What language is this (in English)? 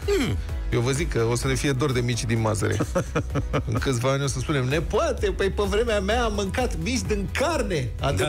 Romanian